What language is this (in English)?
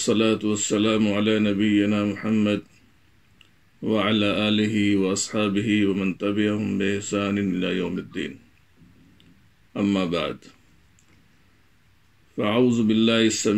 Urdu